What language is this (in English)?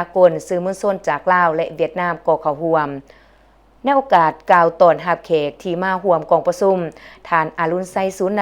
Lao